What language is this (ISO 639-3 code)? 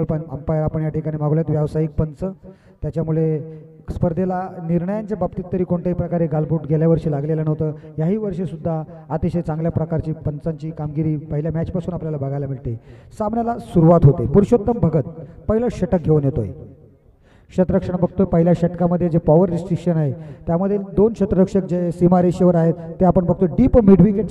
mar